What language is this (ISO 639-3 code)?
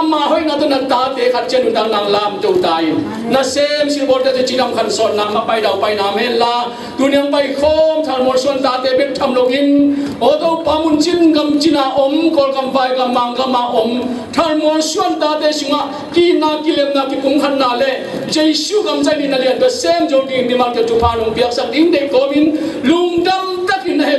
ctd